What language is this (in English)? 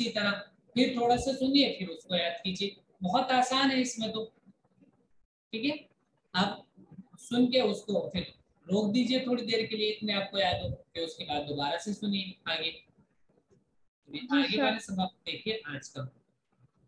Urdu